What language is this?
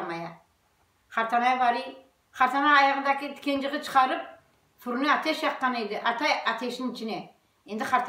Crimean Tatar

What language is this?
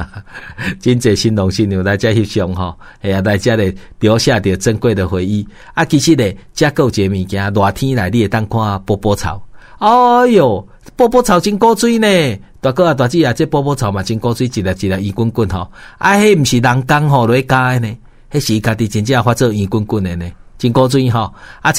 Min Nan Chinese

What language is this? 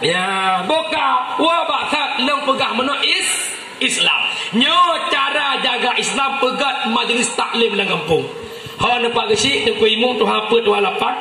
Achinese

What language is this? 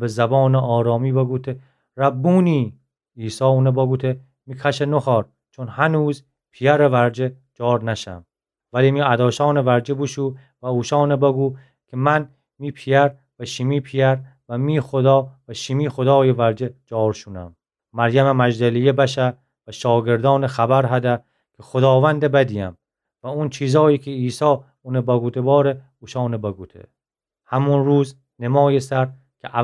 Gilaki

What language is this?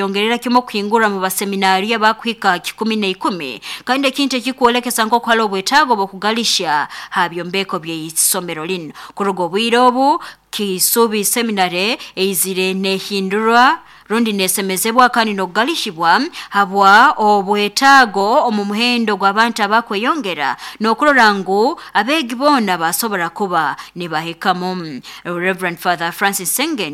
Nyoro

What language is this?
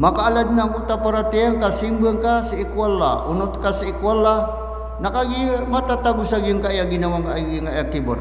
Maranao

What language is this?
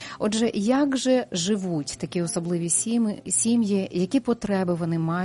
Ukrainian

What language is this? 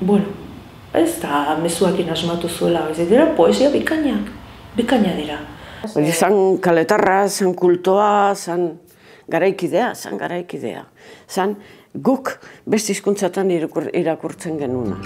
Basque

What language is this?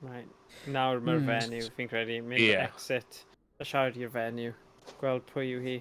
Welsh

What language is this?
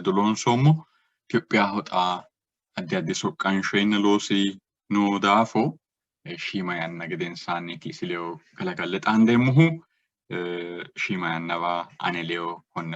Sidamo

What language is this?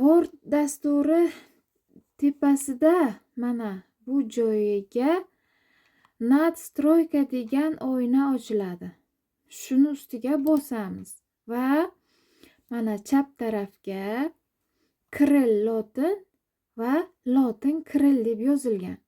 Uzbek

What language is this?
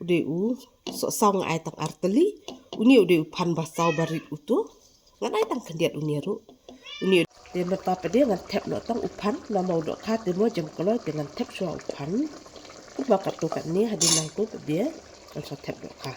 Khasi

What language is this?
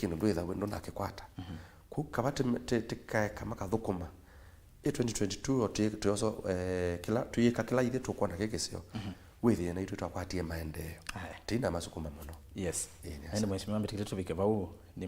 Kamba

